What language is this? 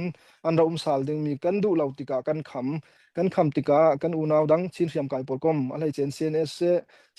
Falam Chin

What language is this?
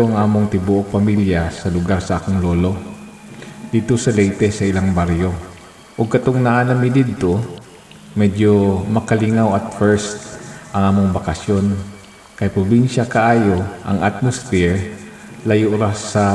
Cebuano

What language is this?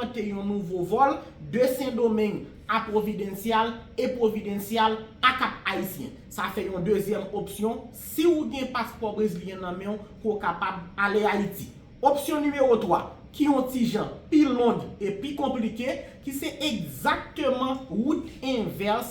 Haitian Creole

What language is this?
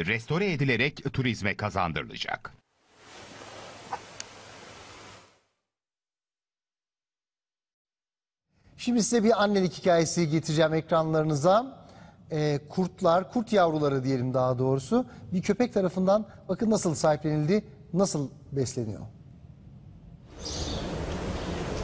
Turkish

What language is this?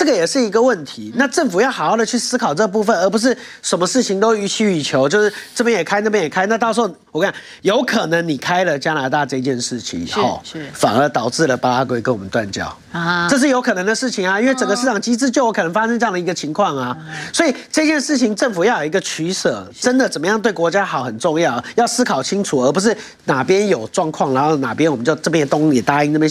Chinese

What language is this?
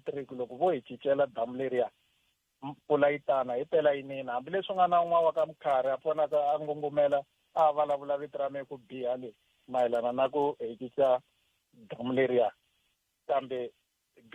Tsonga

